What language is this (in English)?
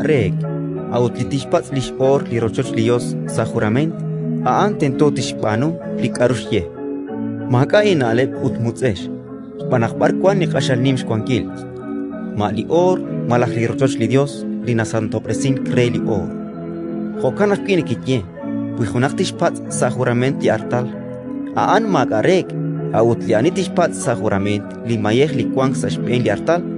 Kekchí